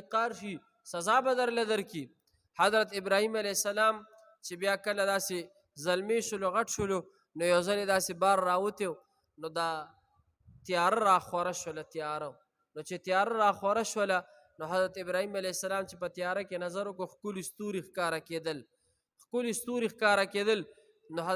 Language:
Pashto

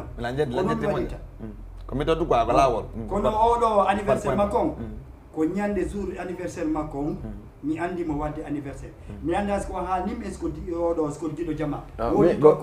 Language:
Fula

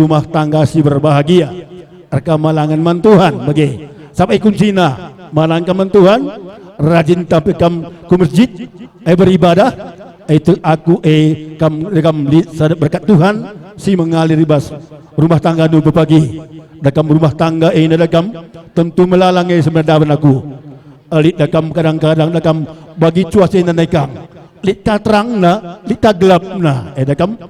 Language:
Batak Karo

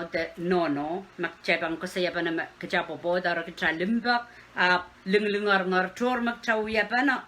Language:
Pohnpeian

